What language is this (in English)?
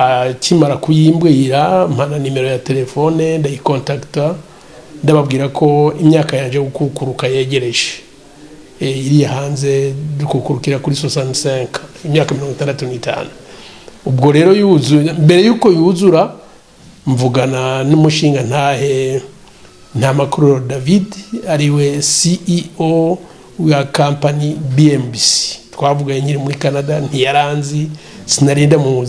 Rundi